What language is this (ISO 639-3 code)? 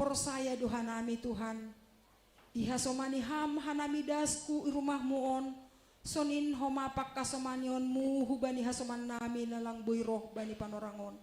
bts